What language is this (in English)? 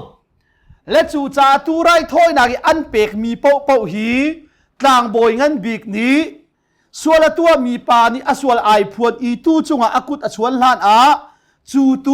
Hakha Chin